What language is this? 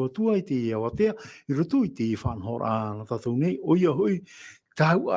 Tahitian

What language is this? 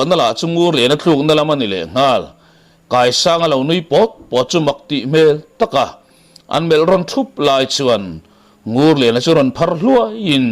Mizo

